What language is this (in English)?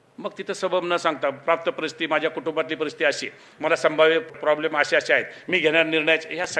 Marathi